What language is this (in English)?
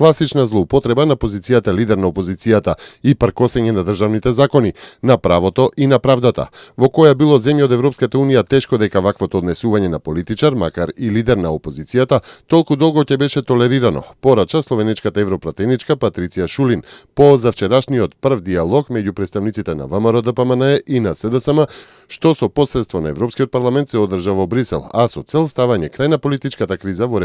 Macedonian